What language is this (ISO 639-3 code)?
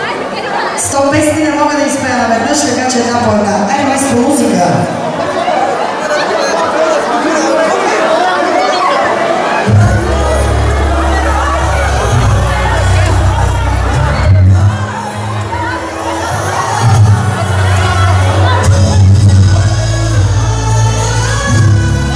bul